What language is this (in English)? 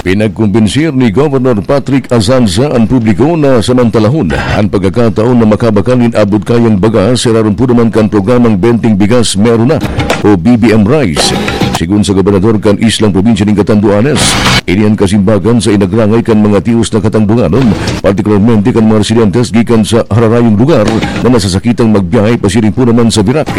Bikol